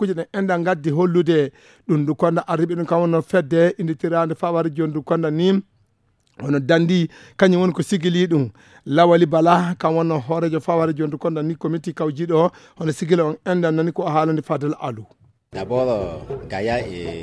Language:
Fula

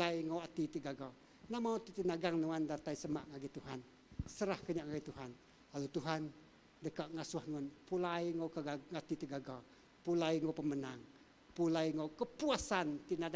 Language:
Iban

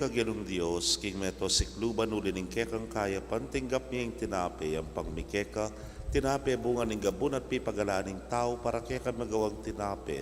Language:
Pampanga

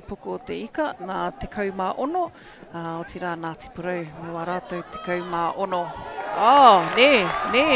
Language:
Māori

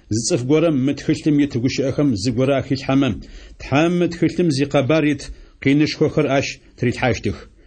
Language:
Adyghe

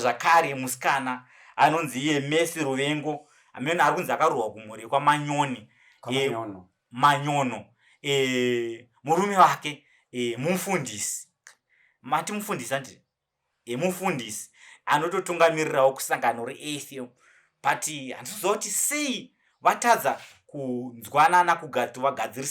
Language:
Shona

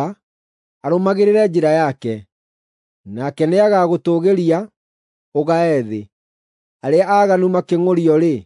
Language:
Kikuyu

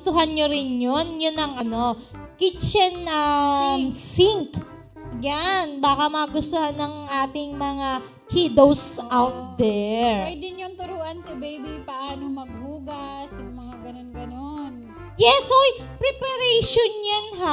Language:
Filipino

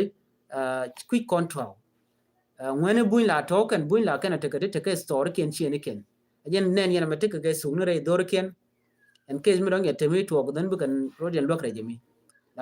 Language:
Nuer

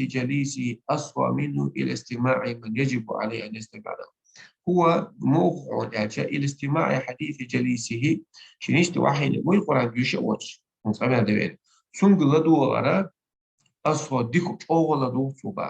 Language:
Chechen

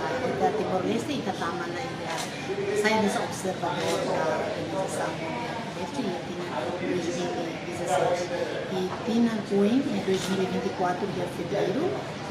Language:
Tetum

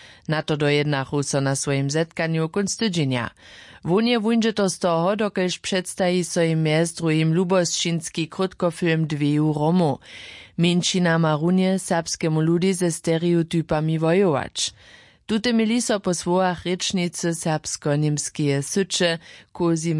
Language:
Upper Sorbian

